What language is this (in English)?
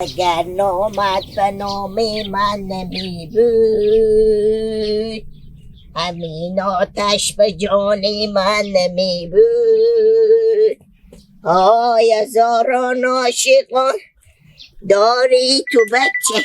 Hazaragi